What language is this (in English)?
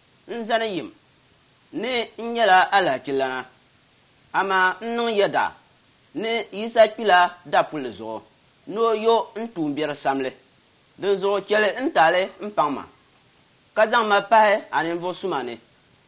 Dagbani